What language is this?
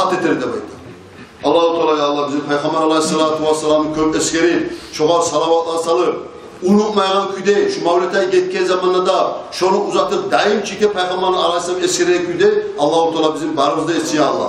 Kumyk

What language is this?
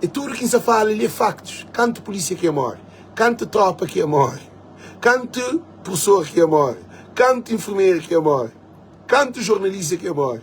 Kabuverdianu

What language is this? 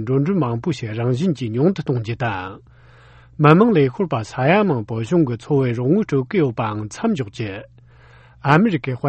Tibetan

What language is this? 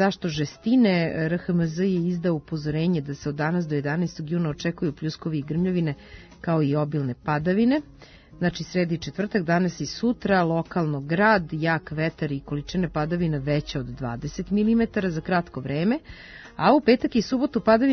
Serbian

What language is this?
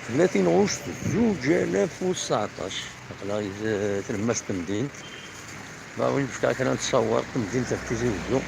Kabyle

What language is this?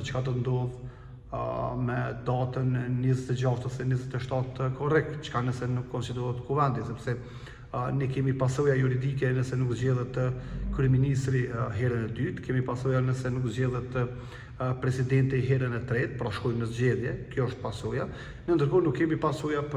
Albanian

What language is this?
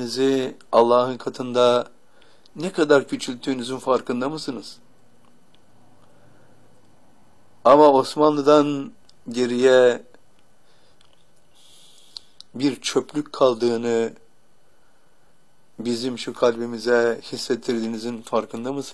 Turkish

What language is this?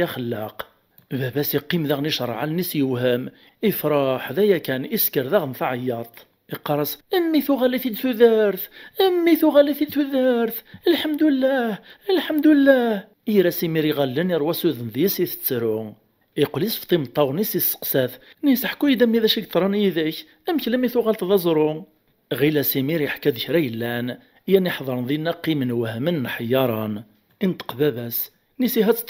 Kabyle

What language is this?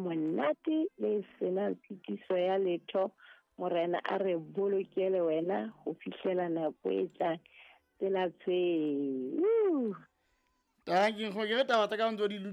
Southern Sotho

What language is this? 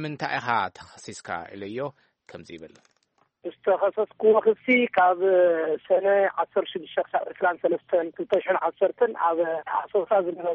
Tigrinya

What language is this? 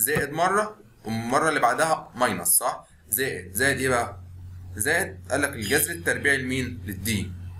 Egyptian Arabic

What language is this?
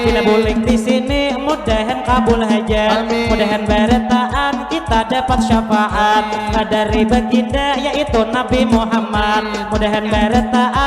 Banjar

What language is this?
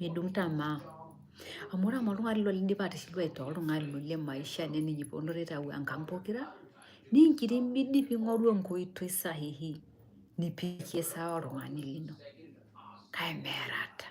Masai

